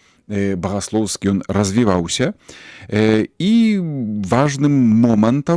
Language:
Belarusian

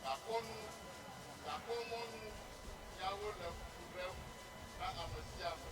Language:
Ewe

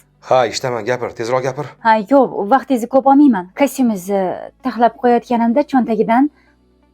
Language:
Uzbek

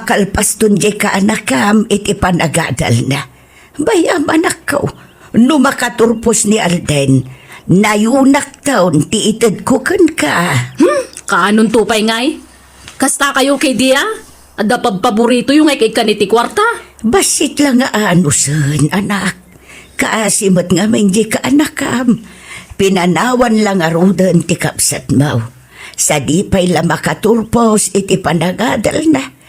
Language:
Iloko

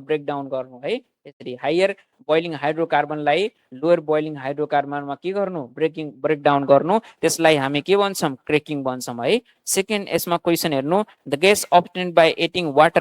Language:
Nepali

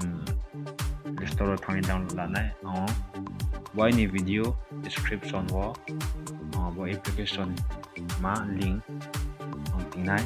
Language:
Riang (India)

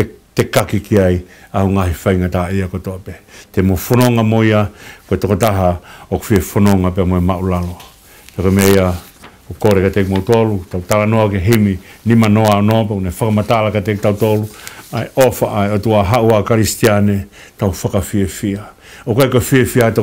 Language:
Tongan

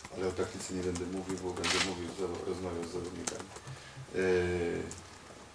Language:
Polish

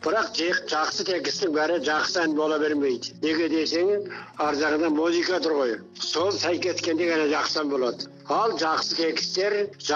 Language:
Kazakh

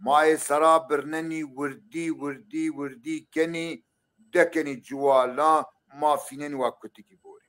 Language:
Zaza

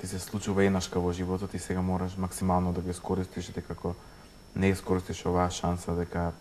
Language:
Macedonian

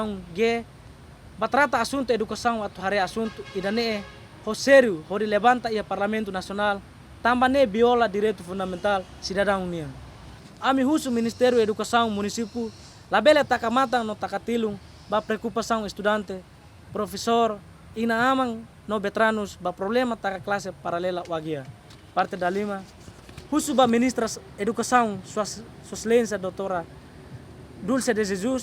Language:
Tetum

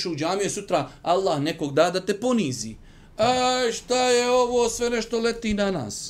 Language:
Bosnian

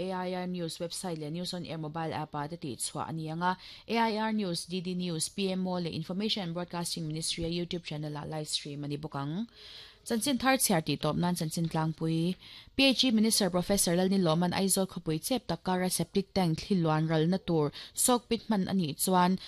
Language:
Mizo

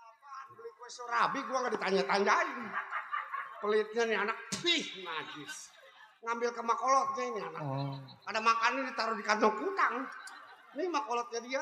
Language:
Betawi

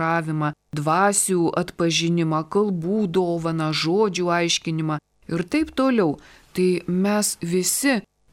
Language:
Lithuanian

